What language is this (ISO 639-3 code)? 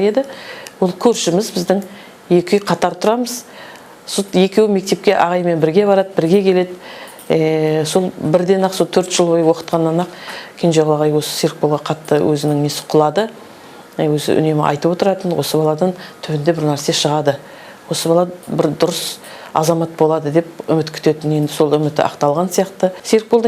kaz